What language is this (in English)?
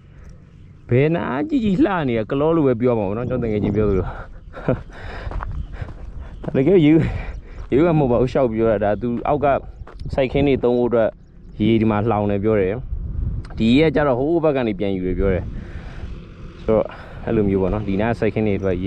Burmese